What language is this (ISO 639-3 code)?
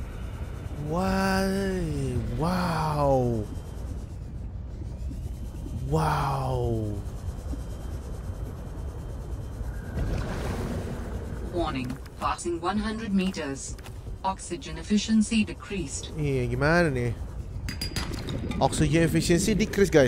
ind